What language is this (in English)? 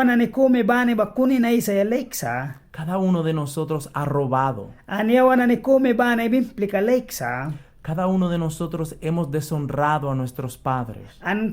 Mískito